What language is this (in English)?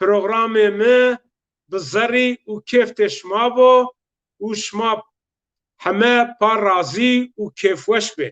Zaza